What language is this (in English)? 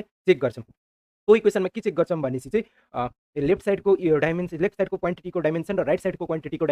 Nepali